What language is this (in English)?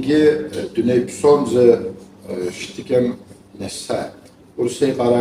Kabardian